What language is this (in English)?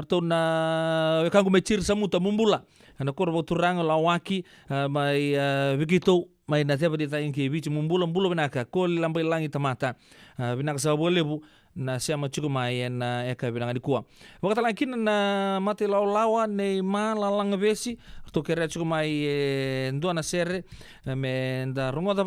Fijian